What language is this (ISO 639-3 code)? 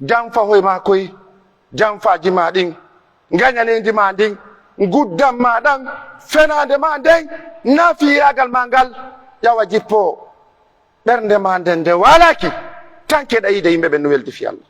fuf